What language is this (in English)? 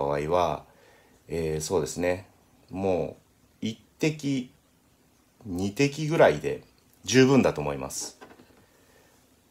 Japanese